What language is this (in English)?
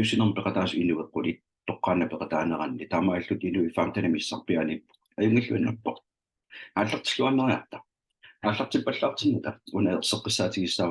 Kalaallisut